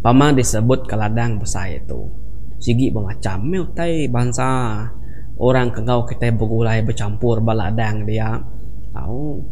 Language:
Iban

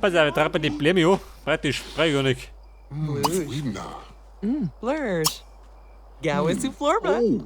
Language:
Bavarian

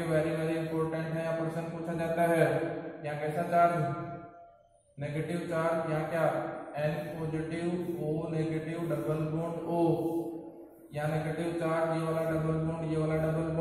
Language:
Hindi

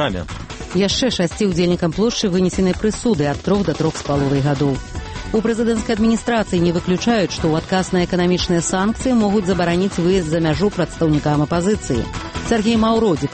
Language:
Belarusian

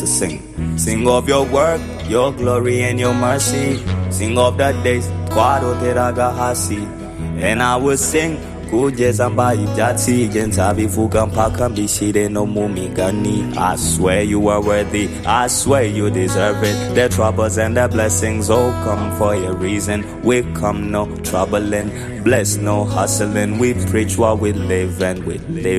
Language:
Kinyarwanda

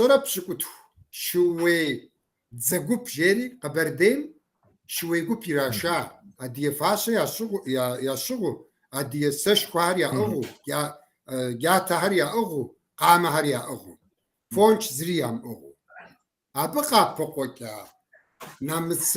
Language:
Kabardian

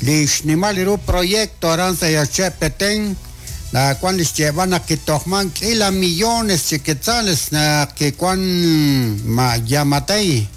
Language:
Kekchí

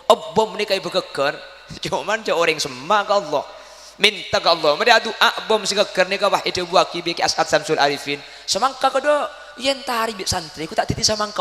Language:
Madurese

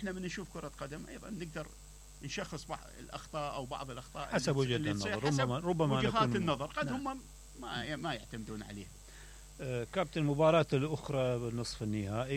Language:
Mesopotamian Arabic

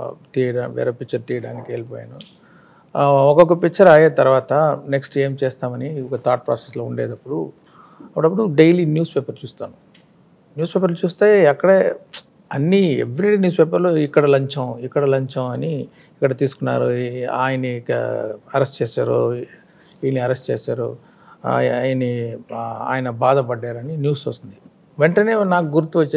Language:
Telugu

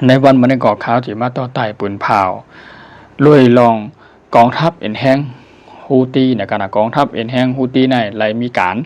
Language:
Shan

